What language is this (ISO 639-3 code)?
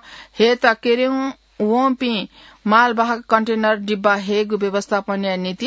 new